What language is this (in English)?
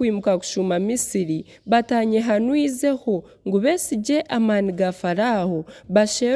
Nyankole